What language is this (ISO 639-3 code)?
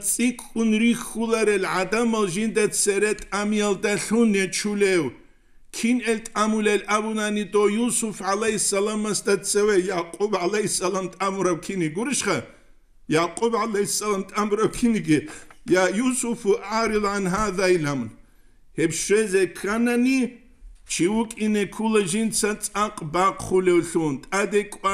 ava